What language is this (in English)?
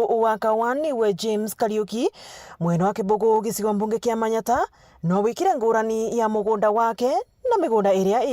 Meru